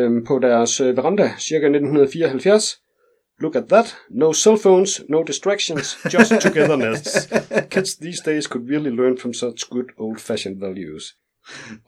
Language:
Danish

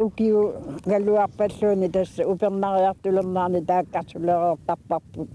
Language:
Kalaallisut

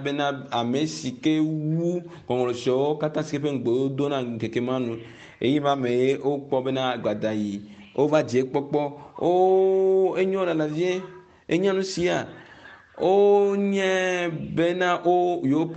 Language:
Ewe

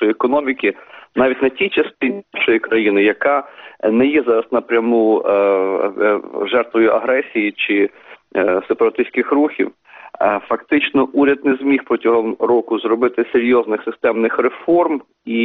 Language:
Ukrainian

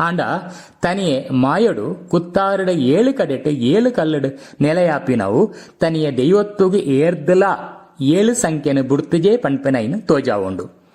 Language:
Tulu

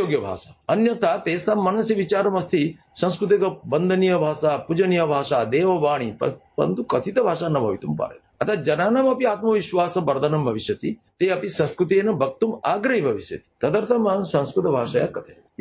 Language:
Sanskrit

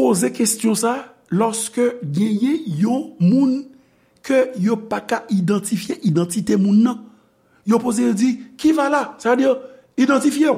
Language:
Haitian Creole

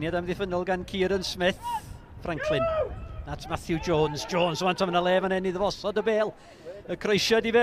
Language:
Welsh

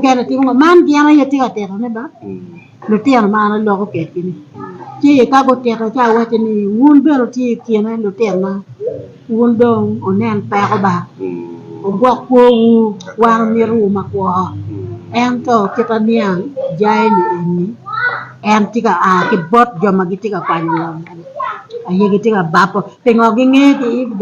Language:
Acoli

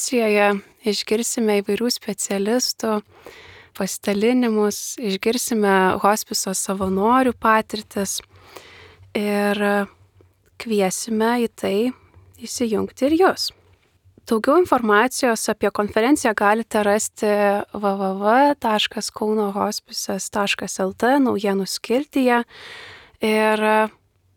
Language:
Lithuanian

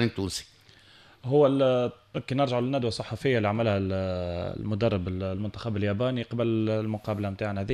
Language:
Tunisian Arabic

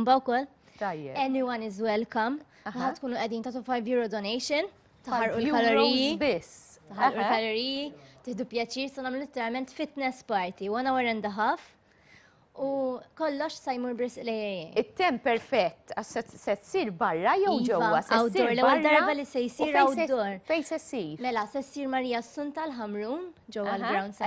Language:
Maltese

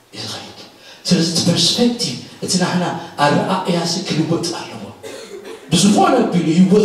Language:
Tigrinya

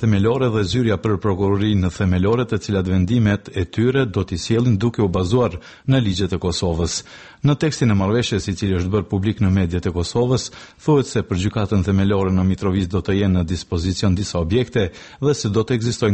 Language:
Albanian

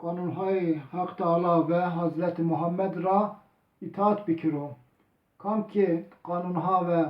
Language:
Zaza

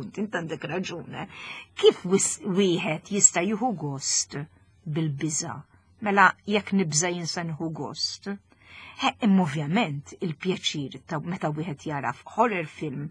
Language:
Maltese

